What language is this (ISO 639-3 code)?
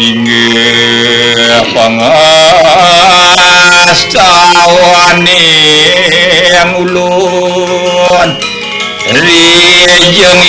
ban